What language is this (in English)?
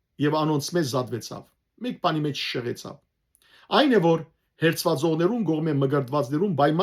Western Armenian